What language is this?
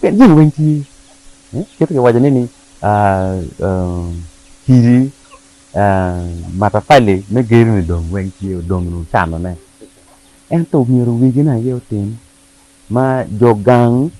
Acoli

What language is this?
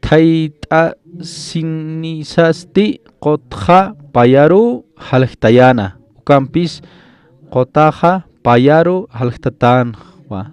Aymara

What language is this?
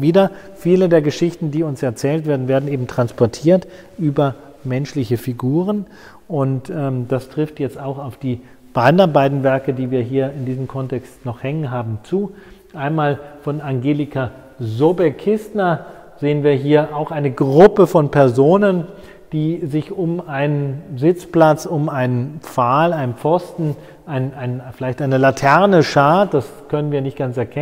German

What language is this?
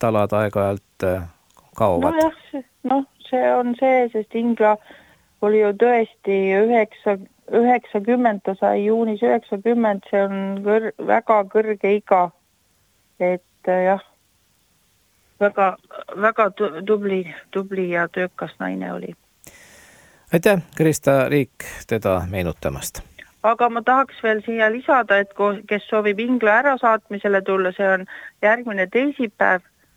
Estonian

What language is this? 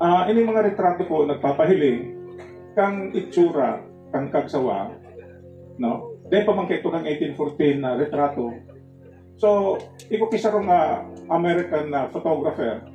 Bikol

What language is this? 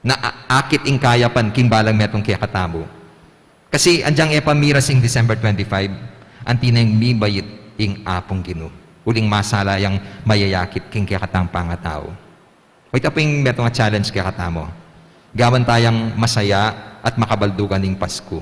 Pampanga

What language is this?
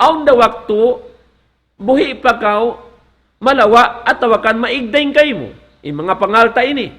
Tausug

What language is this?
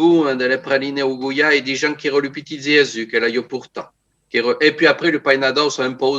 Occitan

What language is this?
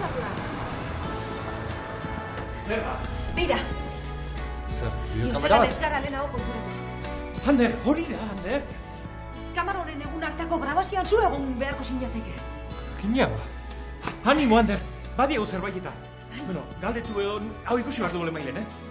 Basque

